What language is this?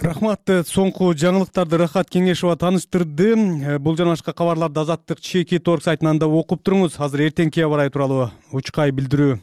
Kyrgyz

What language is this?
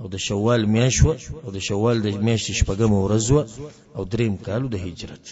Pashto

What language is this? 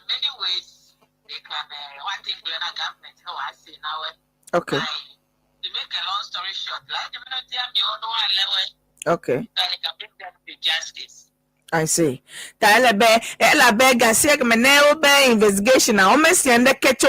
Ewe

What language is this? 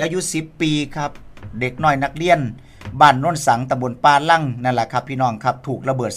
Northeastern Thai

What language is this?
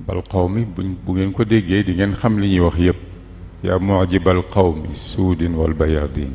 Wolof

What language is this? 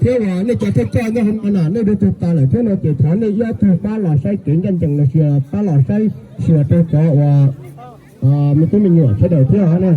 Hmong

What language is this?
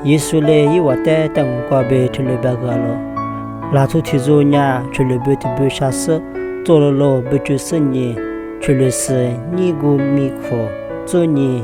Lisu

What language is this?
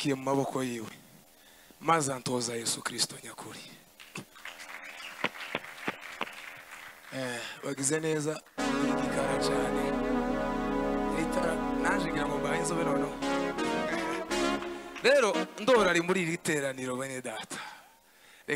Kinyarwanda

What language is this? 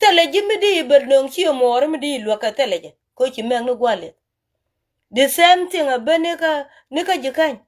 Nuer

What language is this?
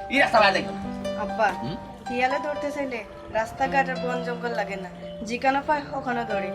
Sylheti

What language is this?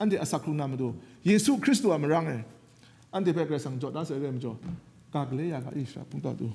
Kachin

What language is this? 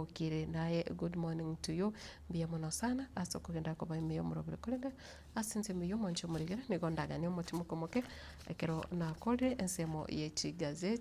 Gusii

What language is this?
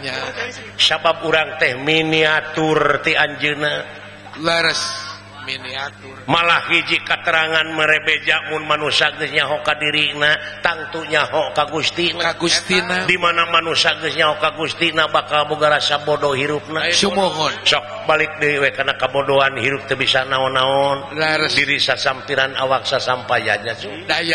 Sundanese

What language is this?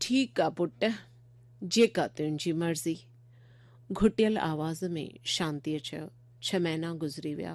Sindhi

